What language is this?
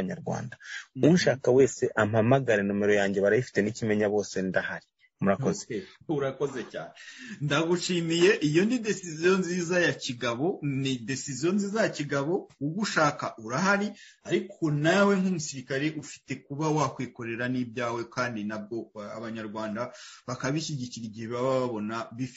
Kinyarwanda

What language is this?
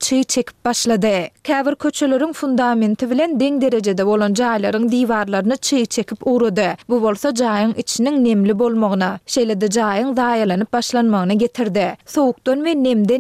Turkmen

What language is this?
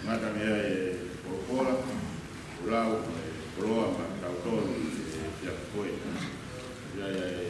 Tongan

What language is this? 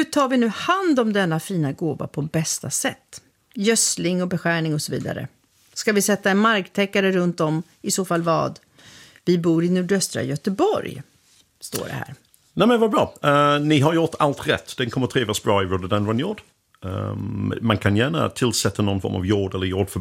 Swedish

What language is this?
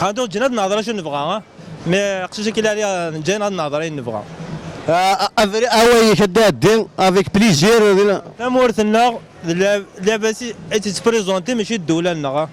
Kabyle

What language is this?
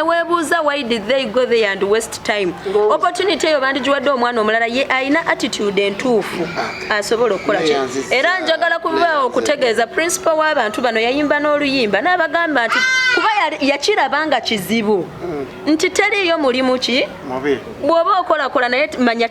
Ganda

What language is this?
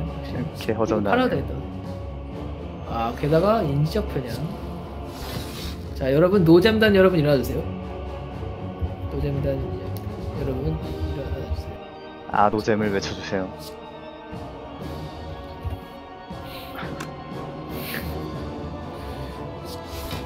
Korean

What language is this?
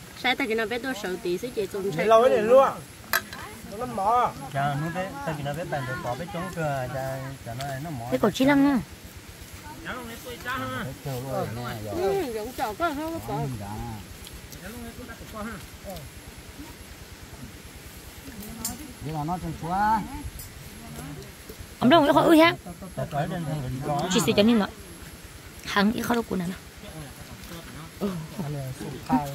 Vietnamese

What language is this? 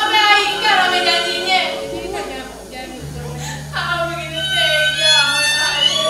Betawi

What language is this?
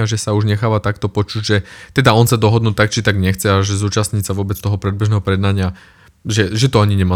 Slovak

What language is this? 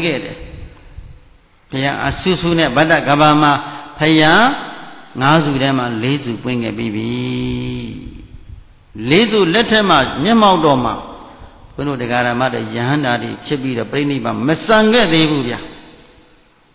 Burmese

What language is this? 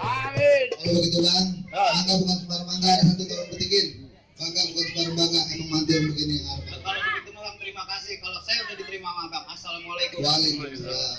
Betawi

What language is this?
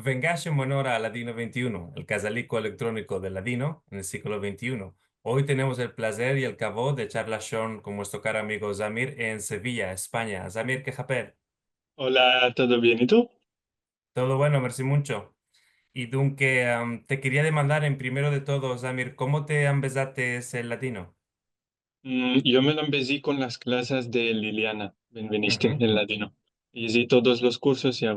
Ladino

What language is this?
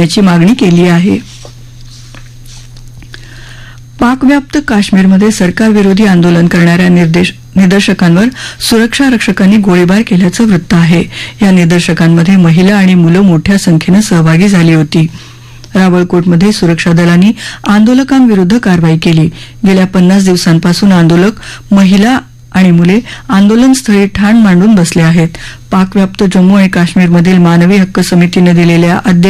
Marathi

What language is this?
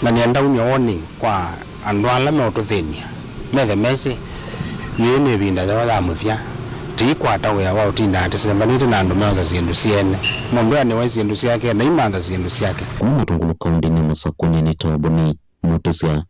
Kamba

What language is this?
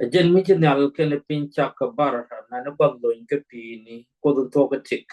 Nuer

